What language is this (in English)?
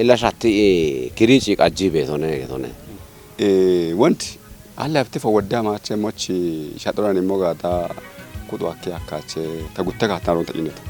Kafa